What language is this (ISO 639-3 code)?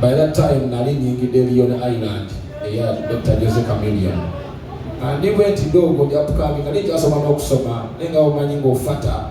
lug